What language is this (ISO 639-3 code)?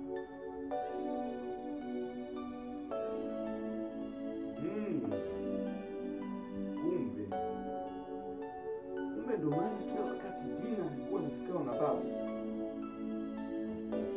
swa